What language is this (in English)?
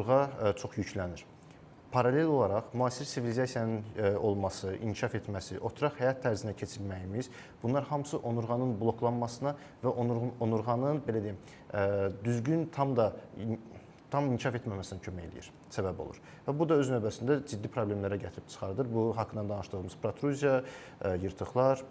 Azerbaijani